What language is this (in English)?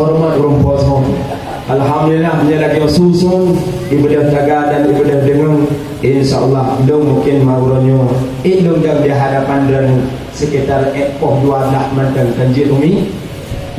Achinese